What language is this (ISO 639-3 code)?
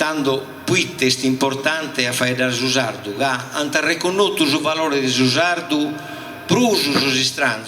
srd